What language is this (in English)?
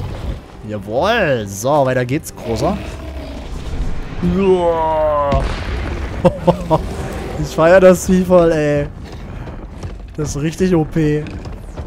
German